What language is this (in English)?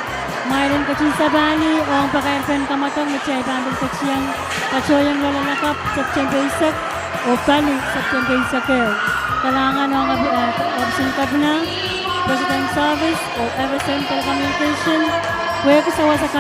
Pohnpeian